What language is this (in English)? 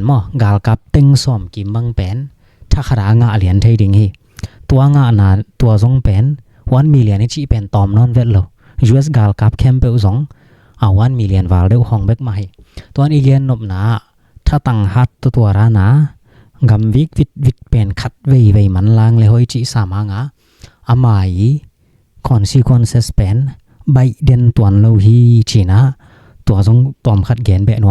Tedim Chin